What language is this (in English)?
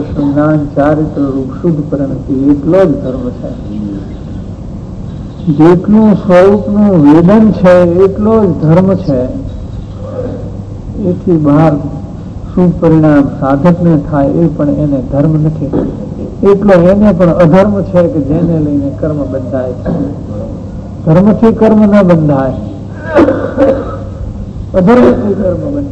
Gujarati